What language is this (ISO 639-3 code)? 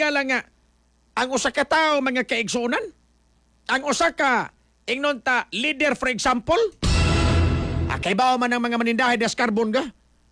ceb